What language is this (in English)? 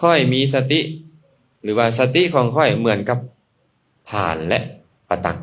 Lao